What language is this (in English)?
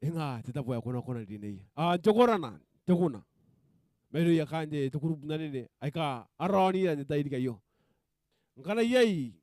Gilbertese